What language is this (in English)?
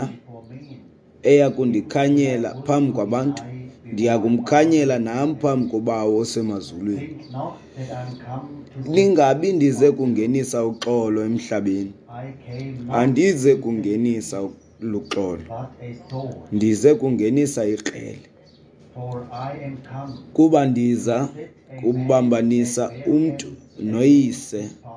Xhosa